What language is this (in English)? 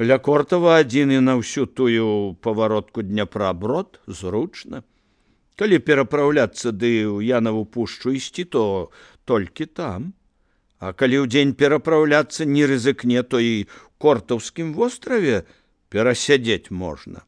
Belarusian